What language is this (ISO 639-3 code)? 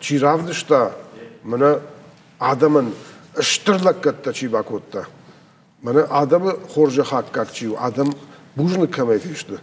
oss